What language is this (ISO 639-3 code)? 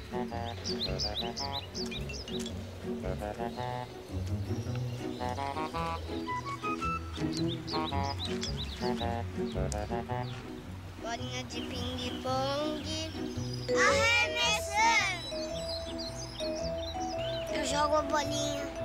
por